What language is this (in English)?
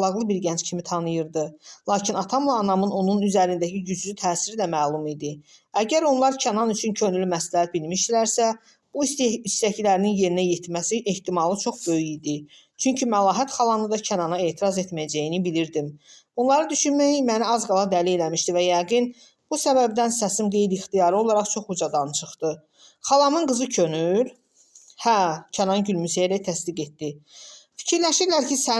Azerbaijani